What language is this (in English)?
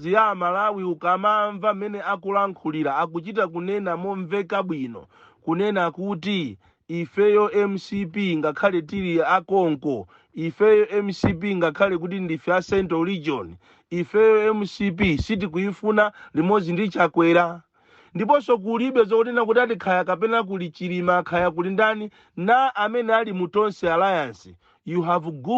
Nyanja